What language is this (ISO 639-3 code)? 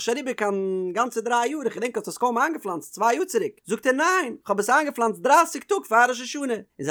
yid